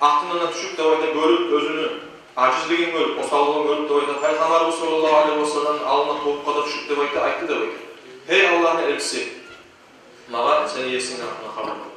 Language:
Kumyk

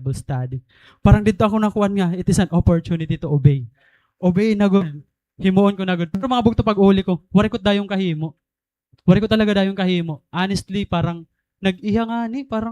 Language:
Waray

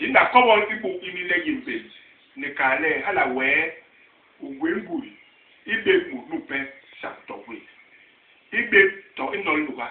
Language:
Basaa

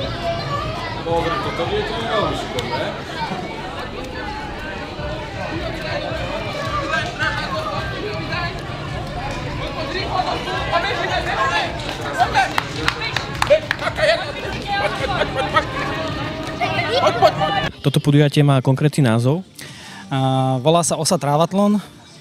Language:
Slovak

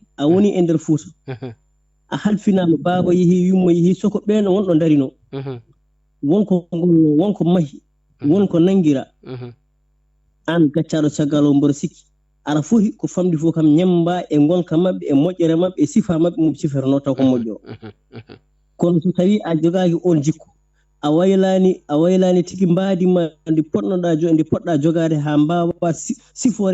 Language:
Fula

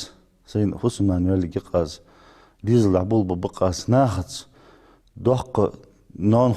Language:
Ingush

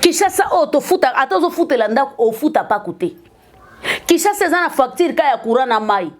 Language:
Lingala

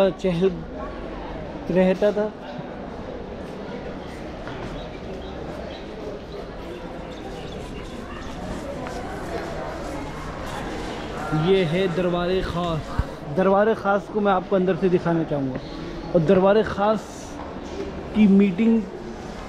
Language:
Hindi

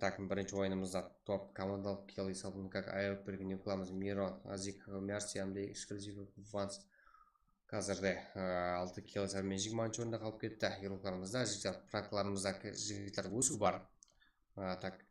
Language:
Kara-Kalpak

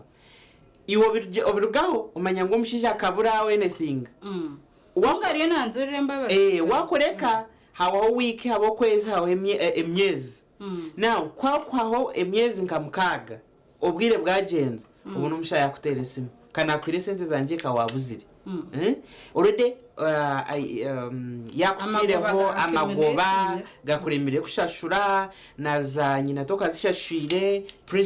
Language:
Nyankole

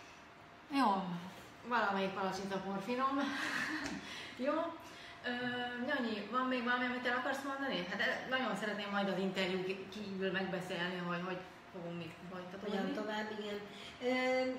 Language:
Hungarian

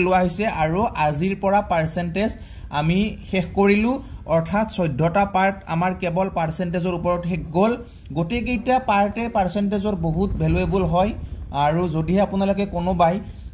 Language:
Assamese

